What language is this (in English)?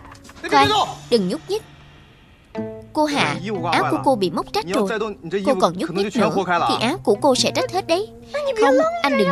Vietnamese